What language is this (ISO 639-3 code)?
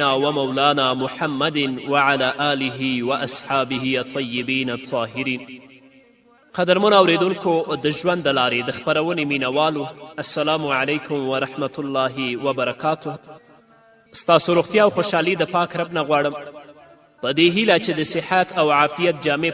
pus